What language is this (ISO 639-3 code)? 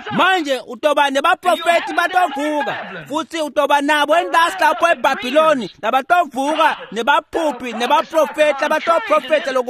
ssw